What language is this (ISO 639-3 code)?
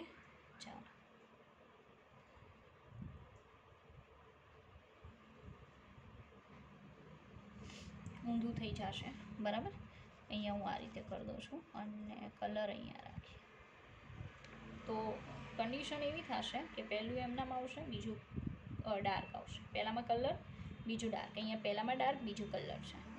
guj